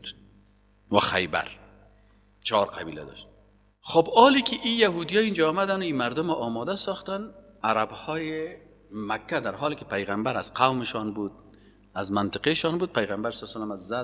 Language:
Persian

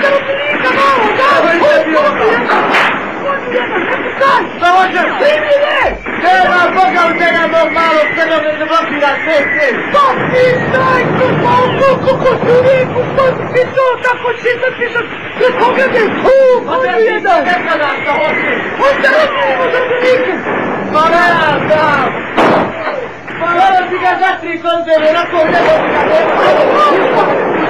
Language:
Bosnian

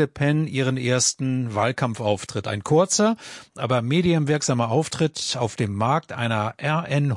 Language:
German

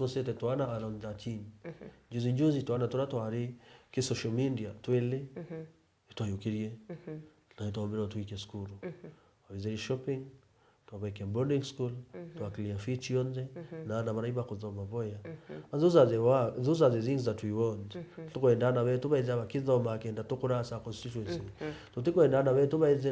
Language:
Meru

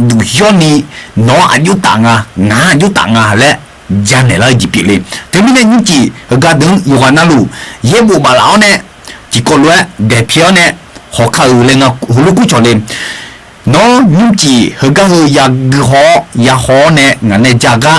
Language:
Akha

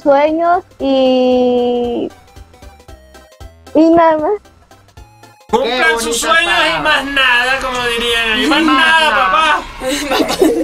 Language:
Spanish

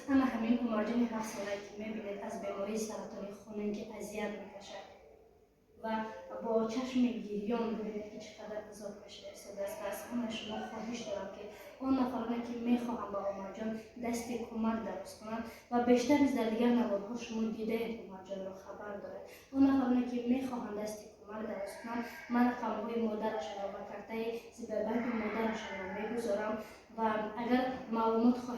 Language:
Tajik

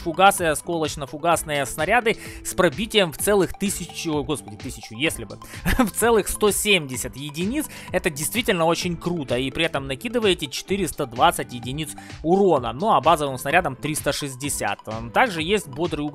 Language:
Russian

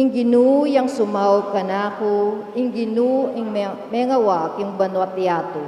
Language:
Pampanga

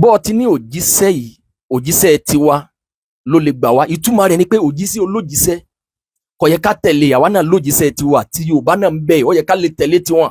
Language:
Yoruba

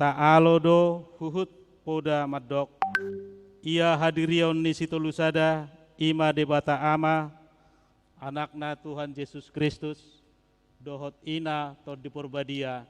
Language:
Batak Toba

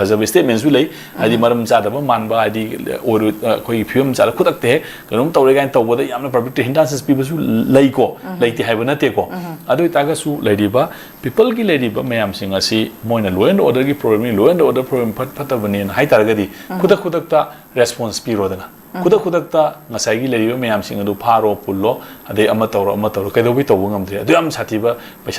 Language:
Manipuri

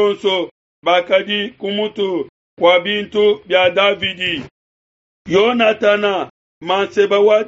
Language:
Luba-Lulua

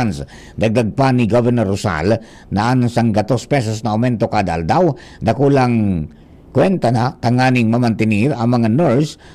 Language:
Bikol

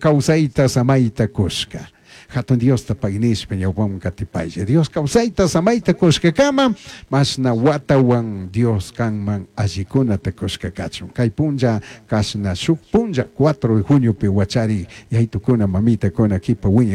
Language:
Chimborazo Highland Quichua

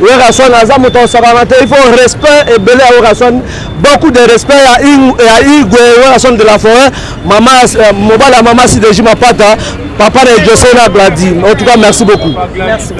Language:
Lingala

